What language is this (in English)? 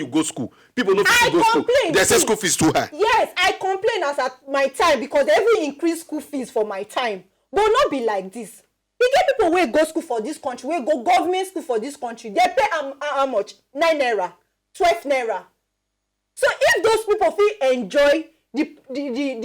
Nigerian Pidgin